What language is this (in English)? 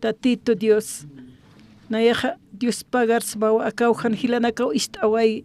Aymara